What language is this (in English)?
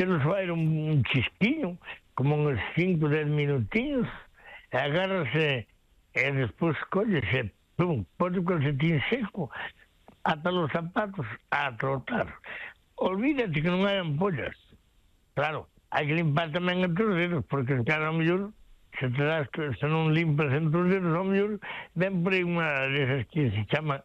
Galician